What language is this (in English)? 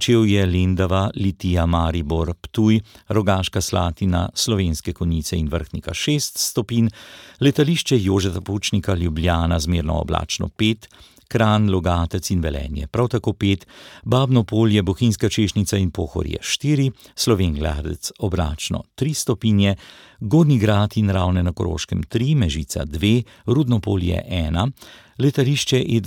Slovenian